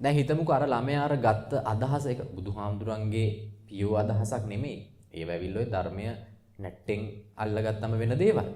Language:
Sinhala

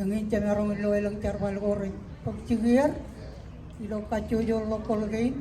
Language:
Marshallese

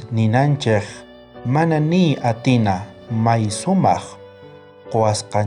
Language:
South Bolivian Quechua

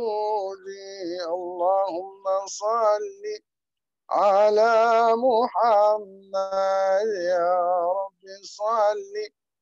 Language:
Arabic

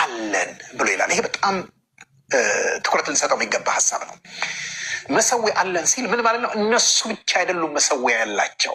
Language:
Amharic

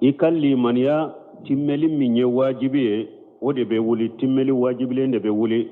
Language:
Bambara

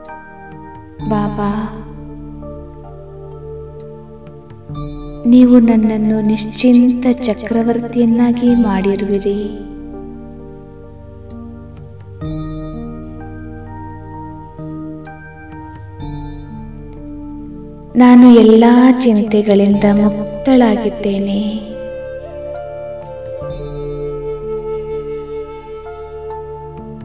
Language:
Kannada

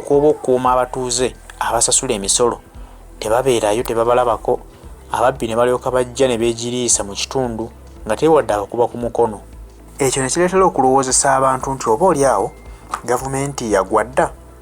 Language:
Ganda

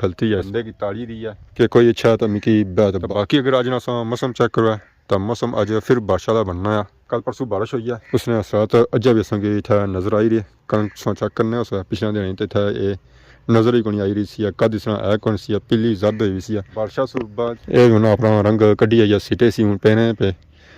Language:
Pahari-Potwari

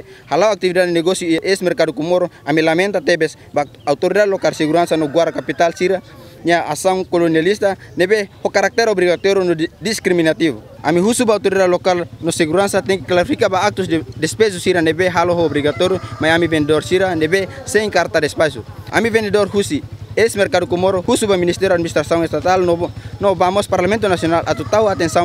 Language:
Tetum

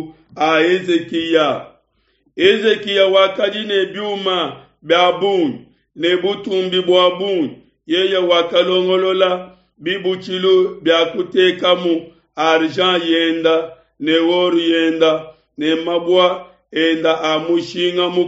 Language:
Luba-Lulua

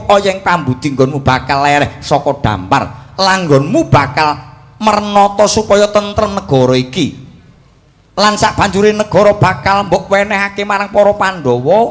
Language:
Javanese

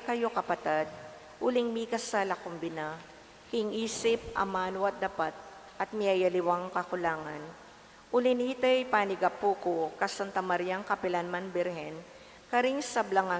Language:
Pampanga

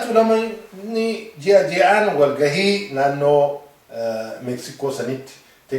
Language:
Oromo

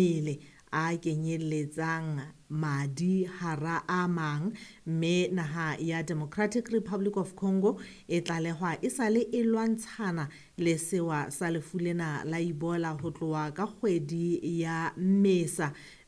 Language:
Southern Sotho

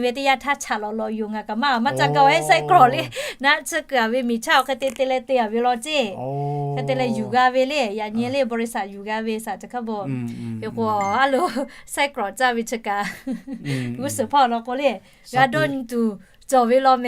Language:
Lahu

